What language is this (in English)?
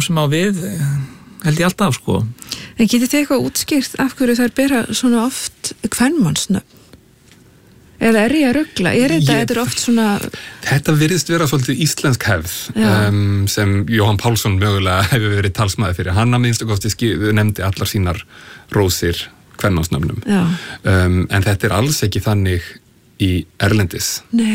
Icelandic